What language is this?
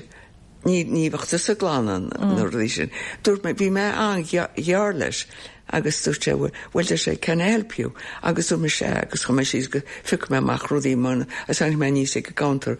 Irish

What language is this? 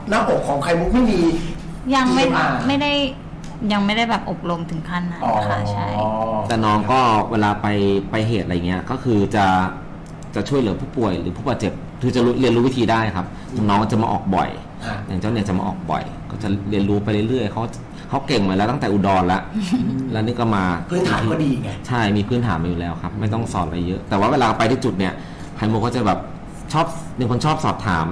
Thai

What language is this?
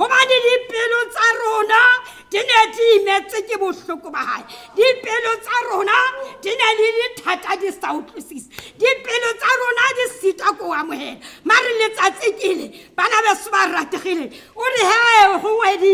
Tswana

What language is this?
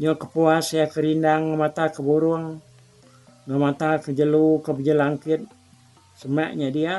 Iban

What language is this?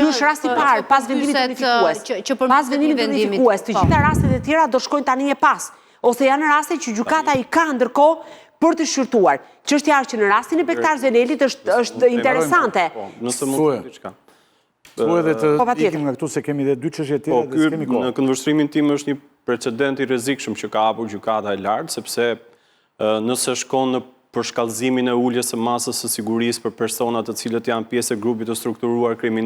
Albanian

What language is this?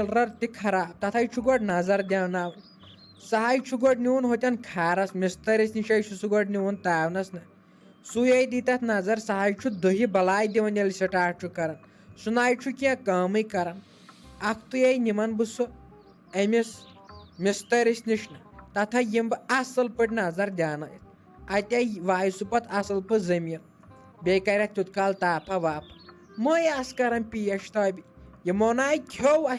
Kashmiri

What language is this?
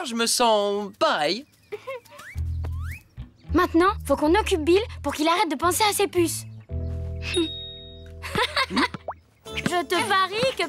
French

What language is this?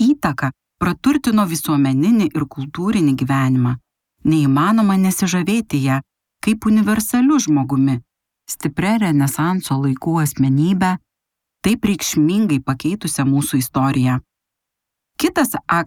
Lithuanian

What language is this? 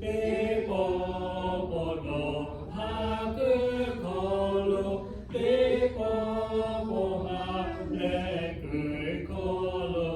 Lahu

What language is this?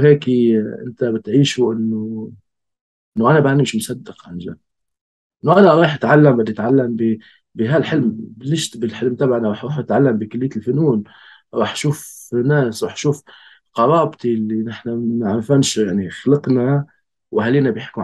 North Levantine Arabic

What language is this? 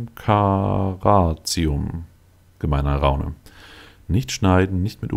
German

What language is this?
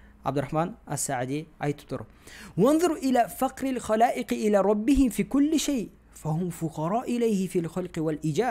Kazakh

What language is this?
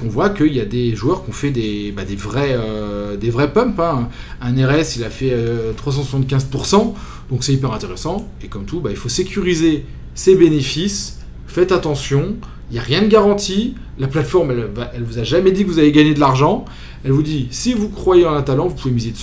French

